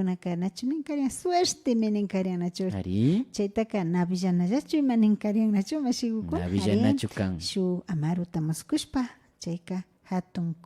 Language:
Imbabura Highland Quichua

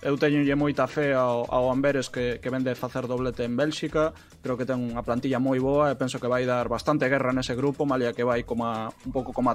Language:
Galician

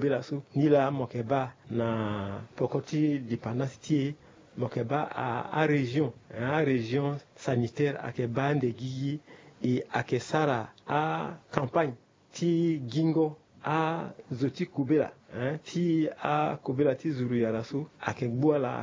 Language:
Sango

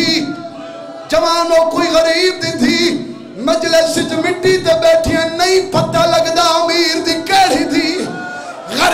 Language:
Saraiki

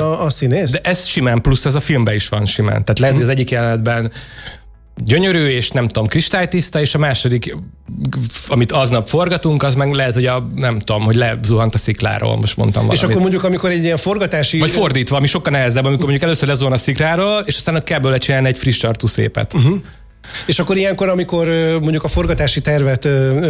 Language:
Hungarian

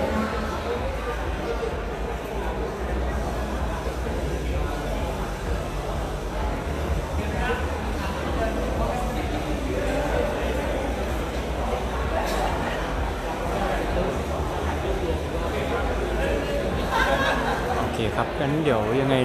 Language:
Thai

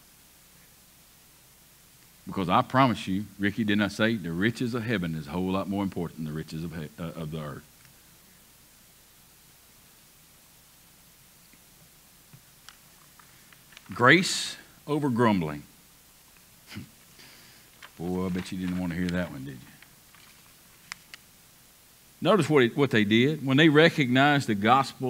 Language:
English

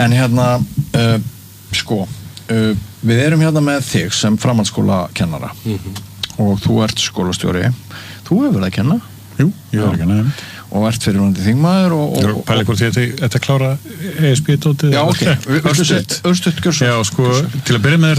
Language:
Icelandic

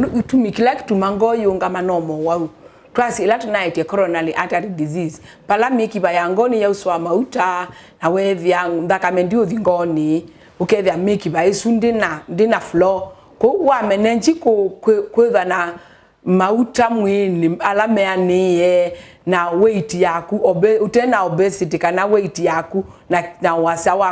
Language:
Kamba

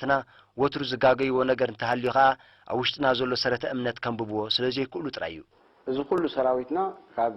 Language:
Tigrinya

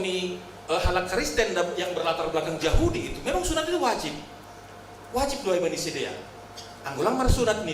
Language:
Batak Simalungun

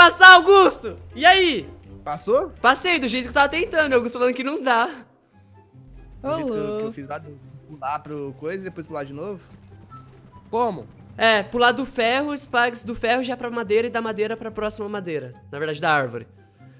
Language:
Portuguese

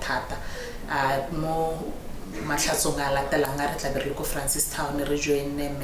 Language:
Tswana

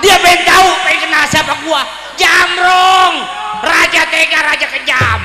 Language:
Betawi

